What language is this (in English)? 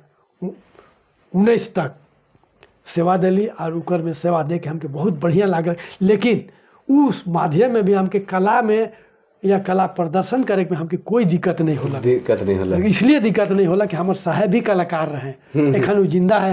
Sadri